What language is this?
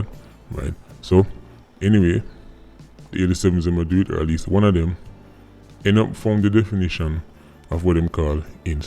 Jamaican Creole English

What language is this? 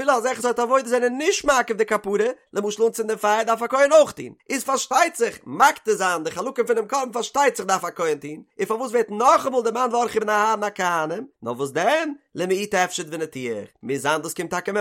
Yiddish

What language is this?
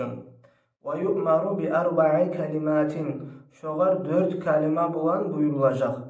Kumyk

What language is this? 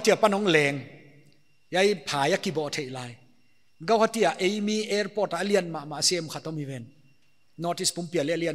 Paite Chin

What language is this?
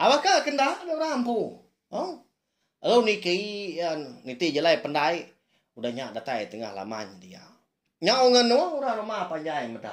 Iban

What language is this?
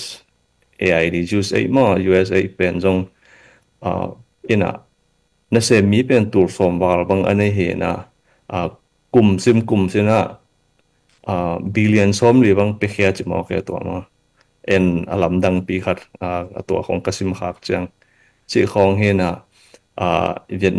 Tedim Chin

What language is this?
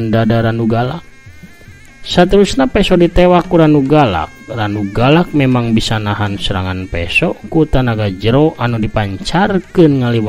Sundanese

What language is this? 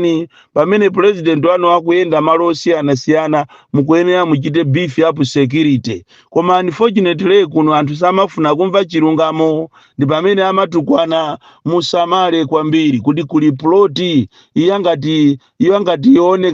Nyanja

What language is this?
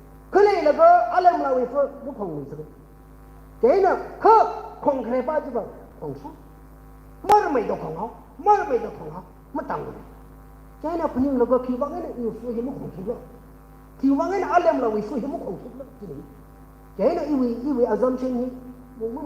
Tangkhul Naga (India)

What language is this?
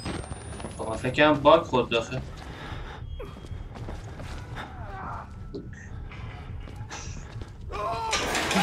Persian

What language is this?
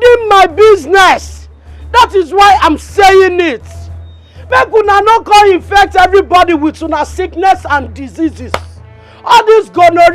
Nigerian Pidgin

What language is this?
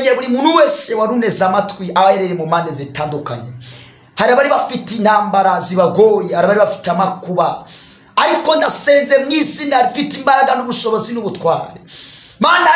Kinyarwanda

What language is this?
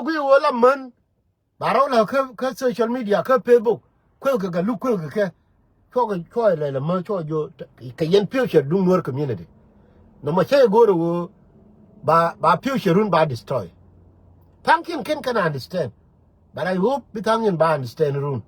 Nuer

